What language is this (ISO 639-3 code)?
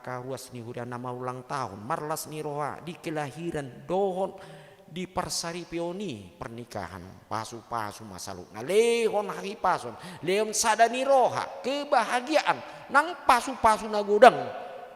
bbc